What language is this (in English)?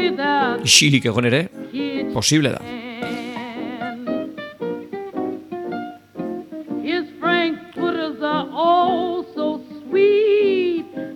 Basque